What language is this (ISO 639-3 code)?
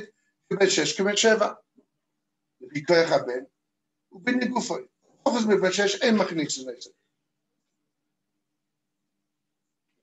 heb